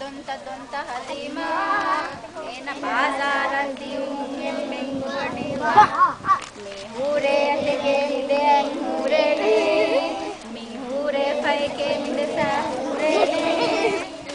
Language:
Divehi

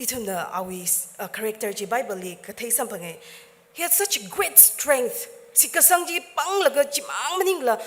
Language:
Tangkhul Naga (India)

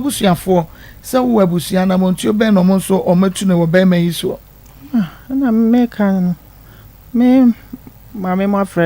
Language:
Akan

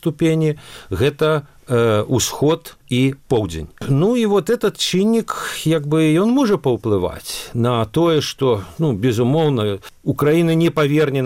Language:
Belarusian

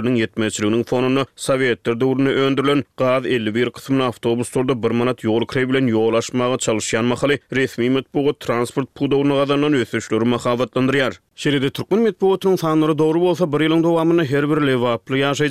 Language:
Turkmen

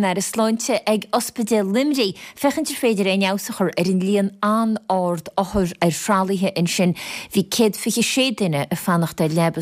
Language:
Irish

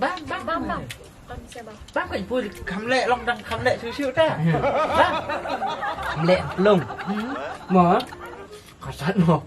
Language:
Khasi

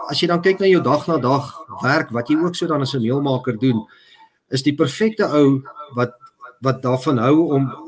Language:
Afrikaans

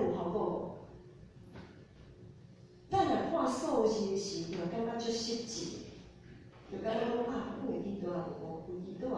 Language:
Min Nan Chinese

